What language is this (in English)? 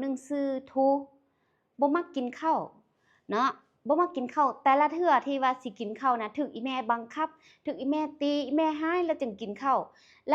Lao